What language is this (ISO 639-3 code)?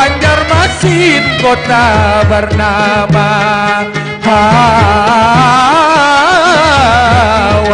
bjn